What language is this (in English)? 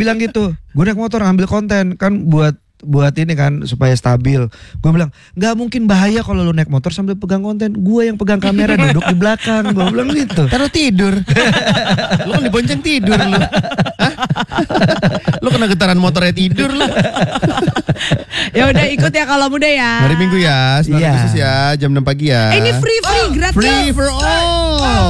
Indonesian